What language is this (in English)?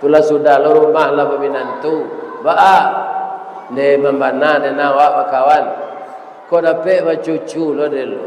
Minangkabau